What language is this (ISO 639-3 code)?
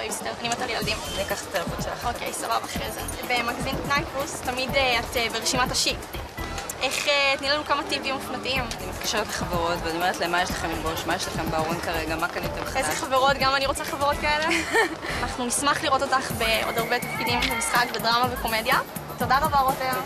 heb